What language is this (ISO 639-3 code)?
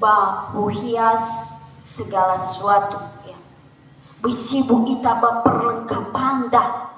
nia